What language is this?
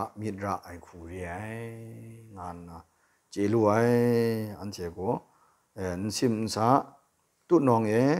Kachin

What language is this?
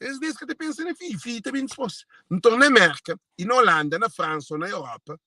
Kabuverdianu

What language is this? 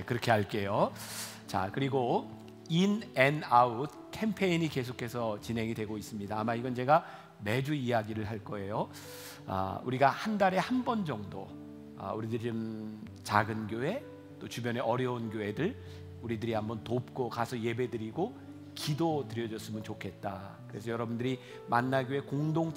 Korean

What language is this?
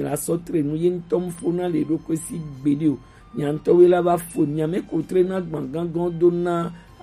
Gen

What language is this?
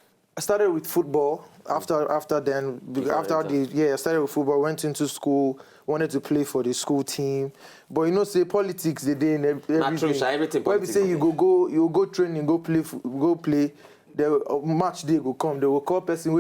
Nigerian Pidgin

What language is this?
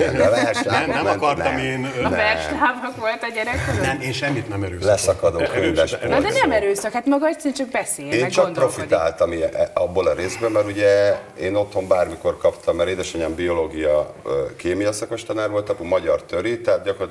Hungarian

